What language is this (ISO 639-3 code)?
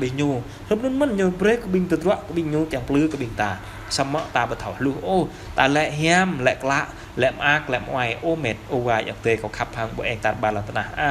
jra